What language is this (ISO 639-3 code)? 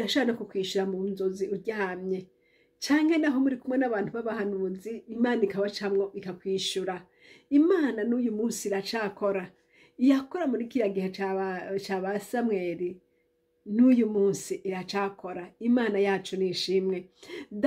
run